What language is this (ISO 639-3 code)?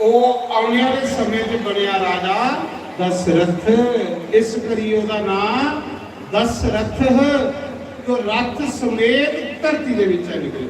doi